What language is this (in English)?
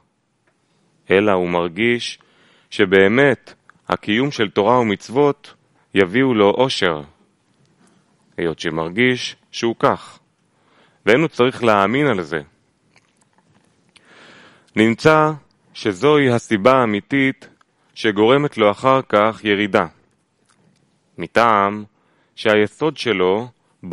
Hebrew